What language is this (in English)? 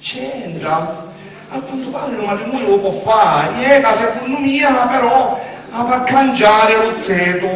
Sicilian